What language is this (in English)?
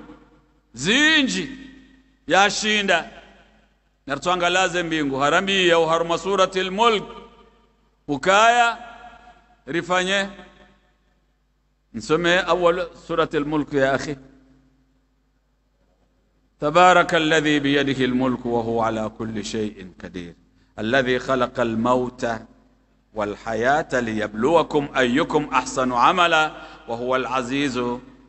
Swahili